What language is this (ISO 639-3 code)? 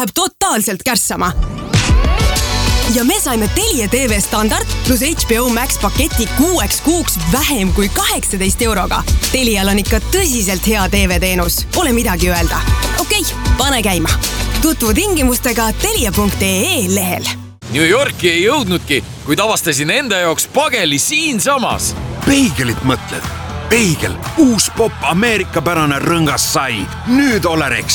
est